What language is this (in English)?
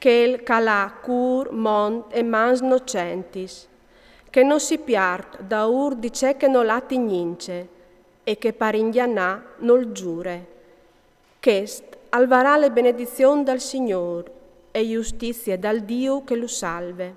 Friulian